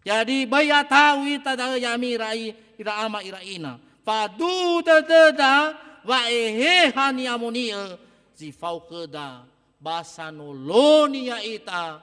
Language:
Nias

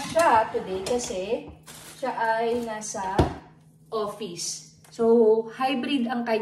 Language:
Filipino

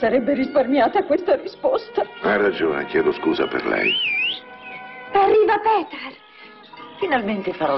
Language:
Italian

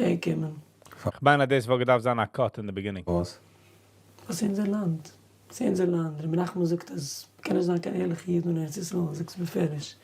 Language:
Yiddish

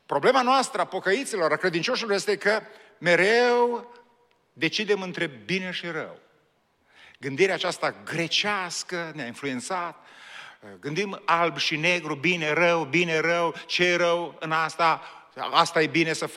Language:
Romanian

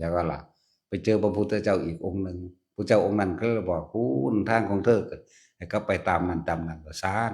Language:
Northeastern Thai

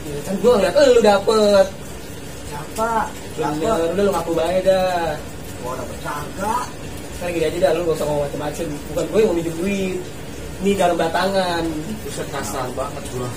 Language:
Betawi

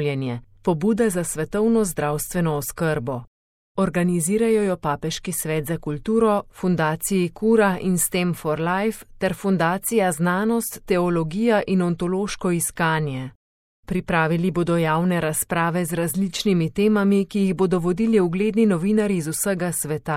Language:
Slovenian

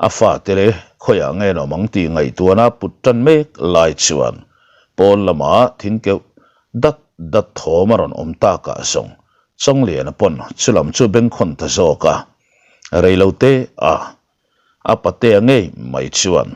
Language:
Mizo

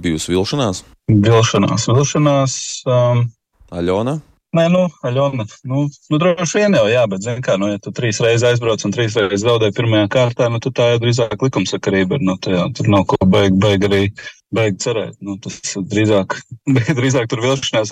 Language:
Latvian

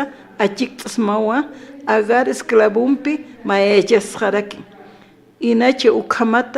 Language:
Aymara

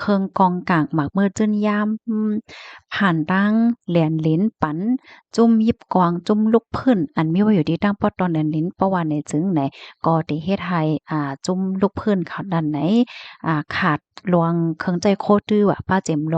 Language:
Shan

